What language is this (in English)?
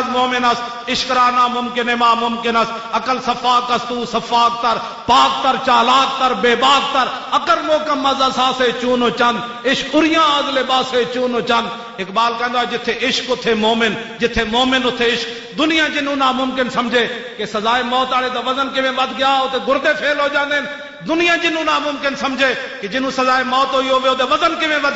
Western Panjabi